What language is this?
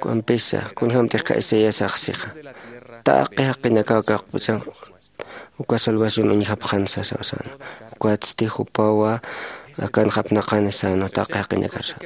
Aymara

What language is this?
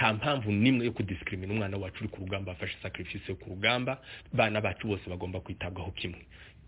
Kinyarwanda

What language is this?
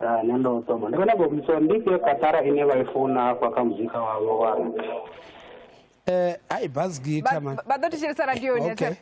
Venda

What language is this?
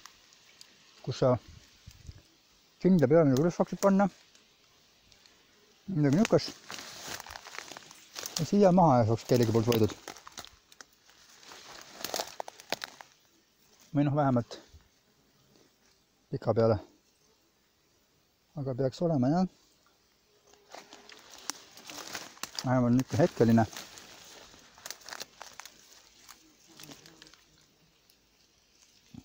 Estonian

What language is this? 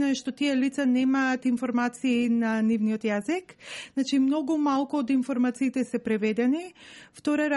Macedonian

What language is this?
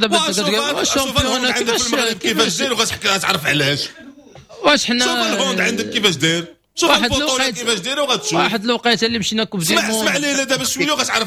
Moroccan Arabic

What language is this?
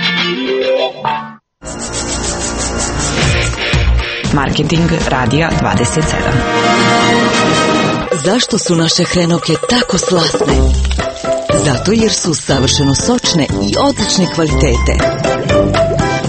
Croatian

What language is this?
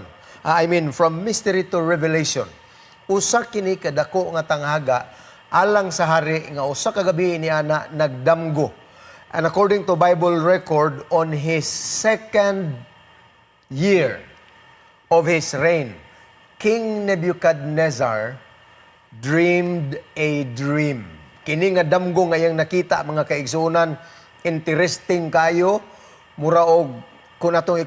Cebuano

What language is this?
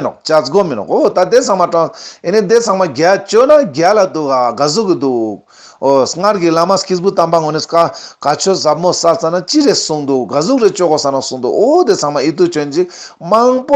Ladakhi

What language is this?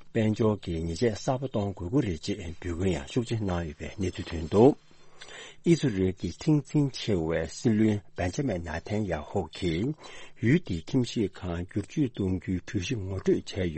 Tibetan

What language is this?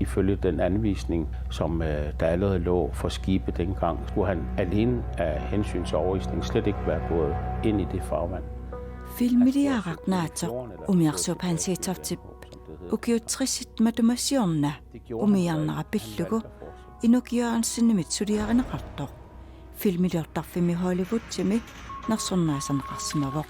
Kalaallisut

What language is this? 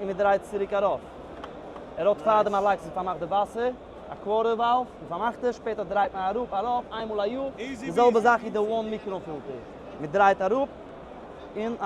Yiddish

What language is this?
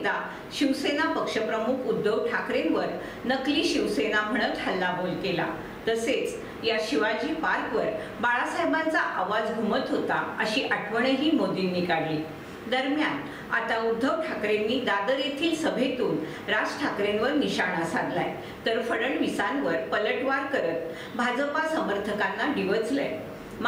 Marathi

